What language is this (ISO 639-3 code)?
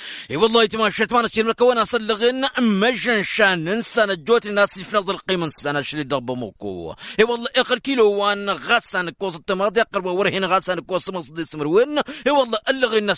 taq